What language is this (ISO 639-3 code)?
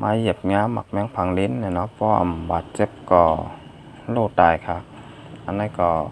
shn